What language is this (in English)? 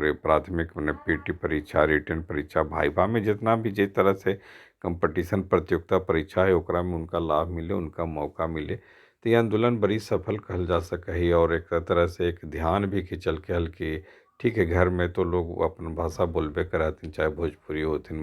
Magahi